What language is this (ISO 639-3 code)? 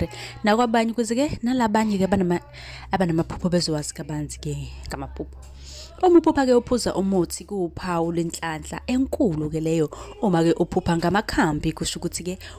zul